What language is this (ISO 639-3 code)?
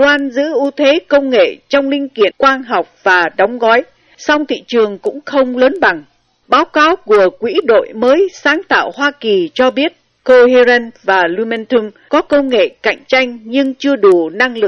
vie